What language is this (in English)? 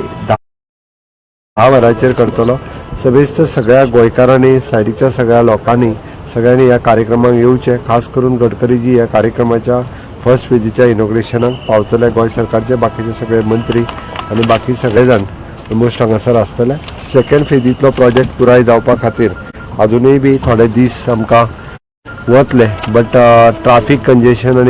Konkani